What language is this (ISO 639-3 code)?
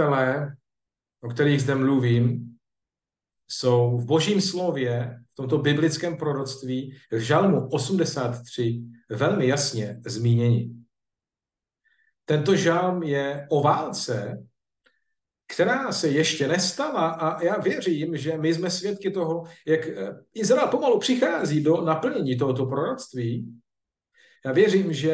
ces